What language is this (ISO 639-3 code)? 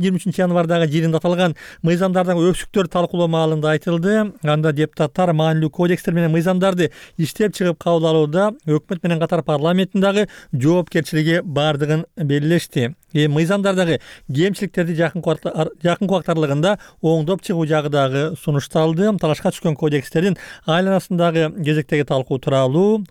kir